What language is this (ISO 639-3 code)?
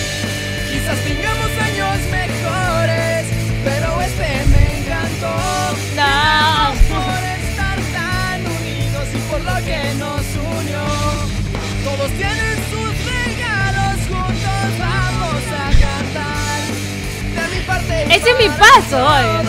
spa